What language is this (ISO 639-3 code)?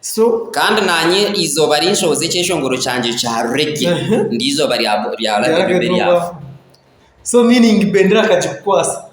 nyn